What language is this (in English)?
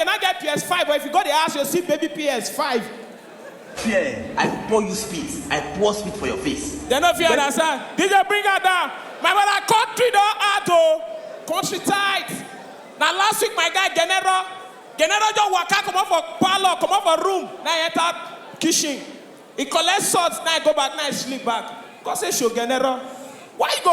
Nigerian Pidgin